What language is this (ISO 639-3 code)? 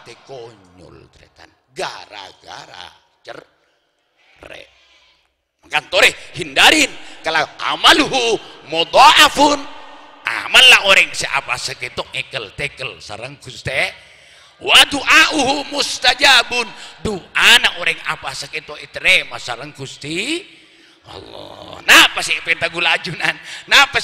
mad